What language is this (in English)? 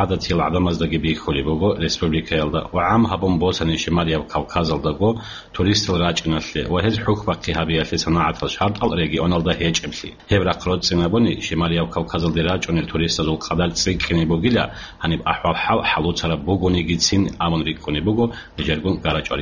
Avaric